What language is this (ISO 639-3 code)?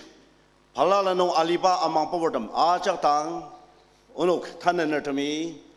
njo